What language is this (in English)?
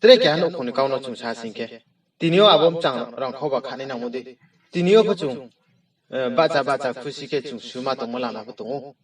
Riang (India)